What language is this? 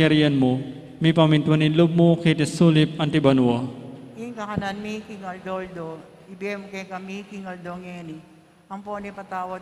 Pampanga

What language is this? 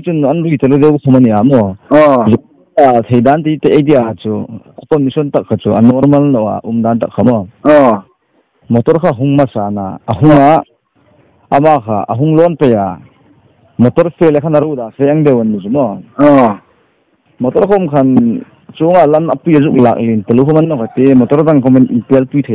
Hmar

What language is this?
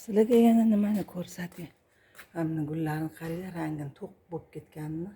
Uzbek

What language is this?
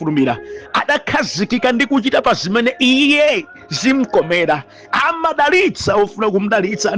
Nyanja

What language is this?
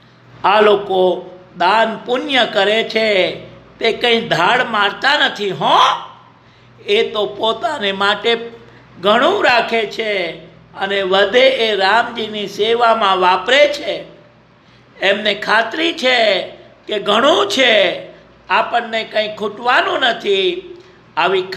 Gujarati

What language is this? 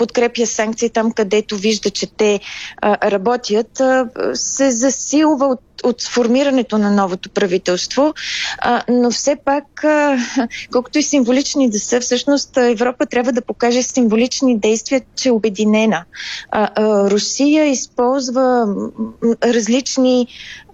Bulgarian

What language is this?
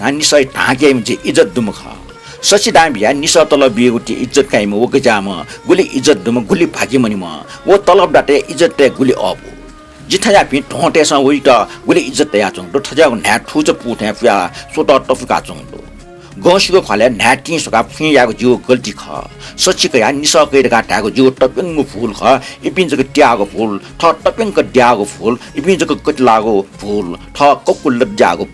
Newari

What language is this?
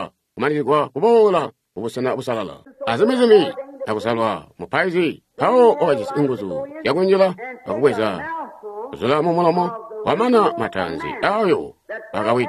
Tonga (Zambia)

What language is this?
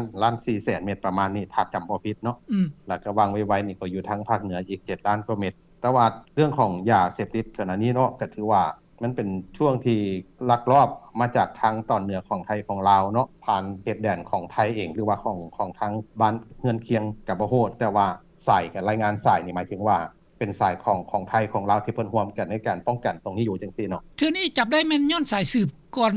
Lao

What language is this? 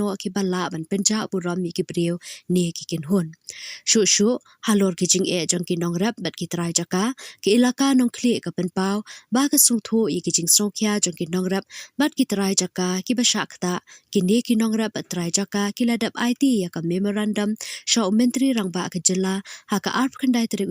Khasi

